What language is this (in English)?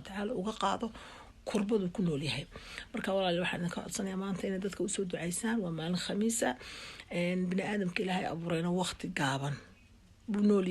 Somali